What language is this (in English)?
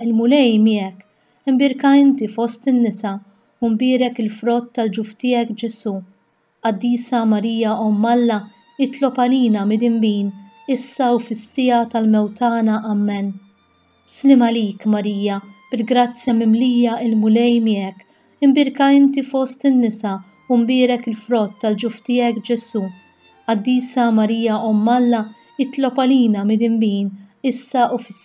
Maltese